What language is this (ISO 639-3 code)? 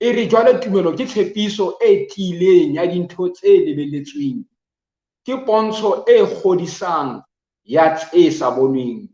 sot